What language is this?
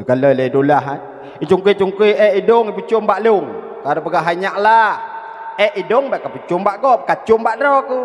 Achinese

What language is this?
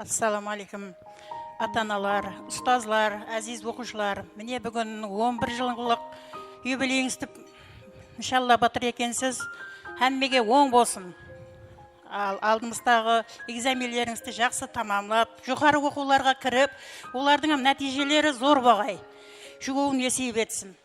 Kara-Kalpak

